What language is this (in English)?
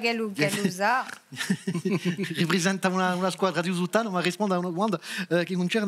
Corsican